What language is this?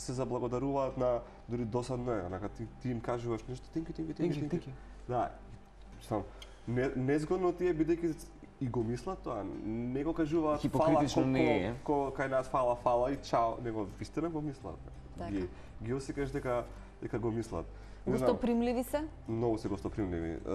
Macedonian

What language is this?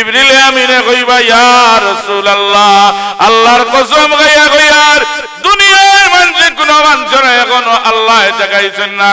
Sylheti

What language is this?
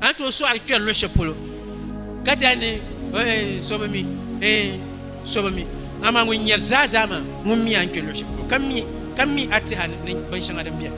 Dagbani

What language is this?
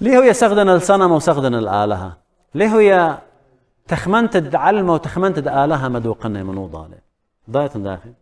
Assyrian Neo-Aramaic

